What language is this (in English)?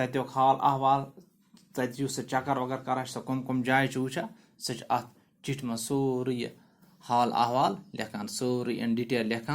Kashmiri